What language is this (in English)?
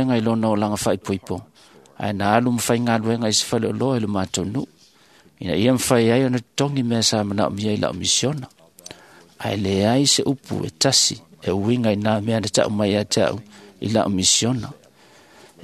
Samoan